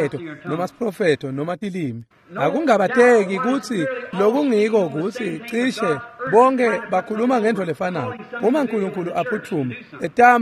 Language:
Swati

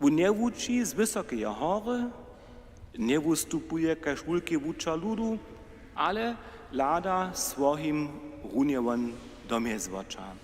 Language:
Upper Sorbian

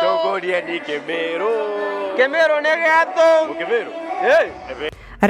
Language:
Meru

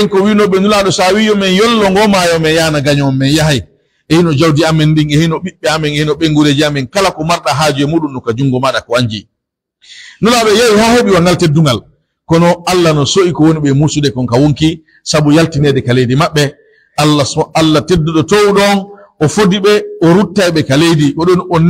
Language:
Pular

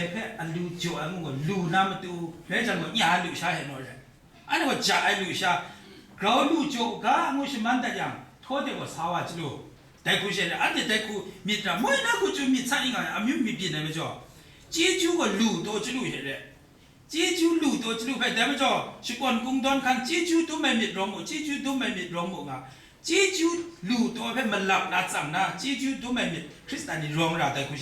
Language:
Kachin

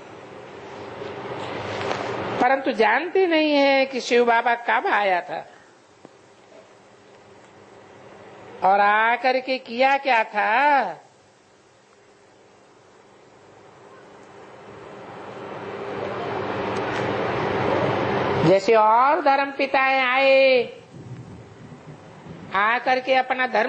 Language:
Hindi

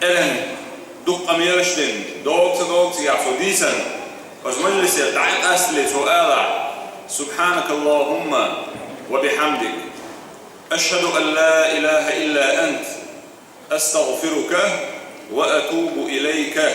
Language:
Chechen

